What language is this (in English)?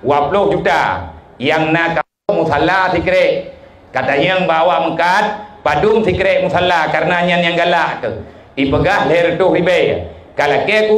Achinese